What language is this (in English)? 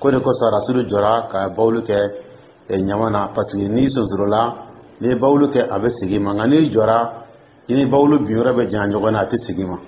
Dyula